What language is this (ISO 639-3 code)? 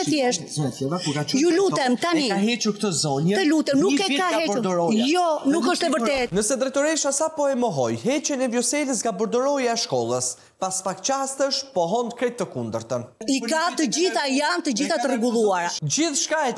sqi